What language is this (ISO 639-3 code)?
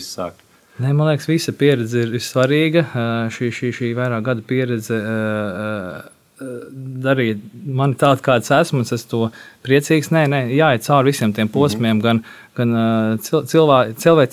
lav